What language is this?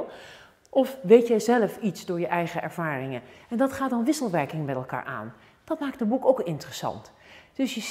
Dutch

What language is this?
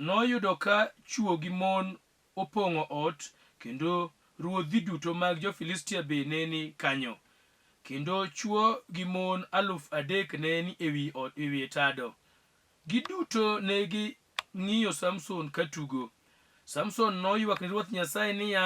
Luo (Kenya and Tanzania)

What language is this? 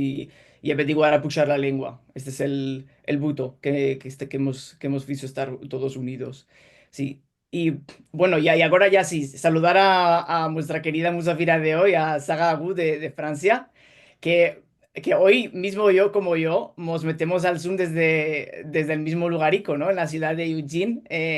Ladino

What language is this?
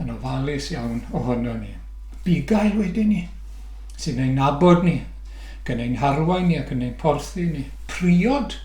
Welsh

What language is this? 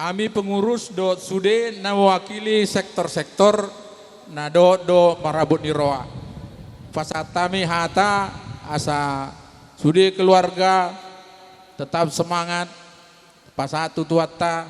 Batak Toba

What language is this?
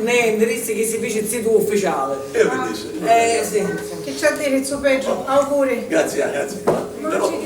Sicilian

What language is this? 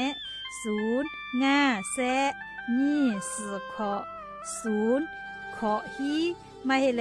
Lahu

